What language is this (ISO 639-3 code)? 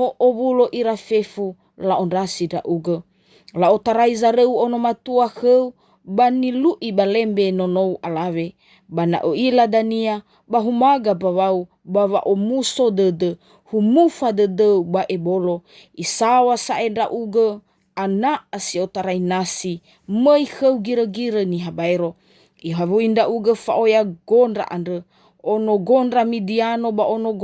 nia